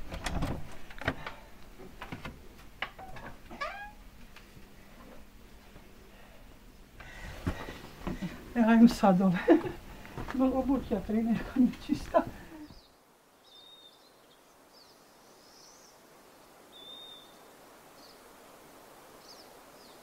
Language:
Bosnian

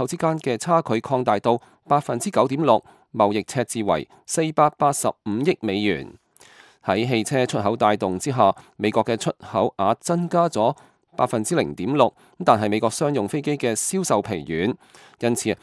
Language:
Cantonese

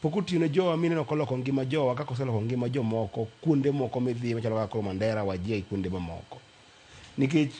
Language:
Luo (Kenya and Tanzania)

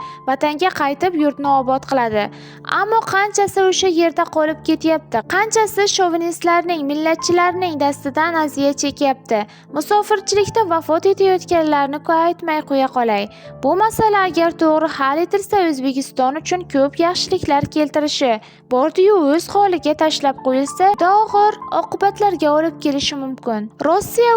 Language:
Uzbek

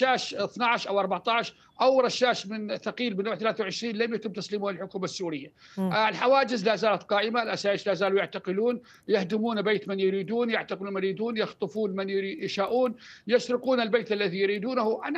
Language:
Arabic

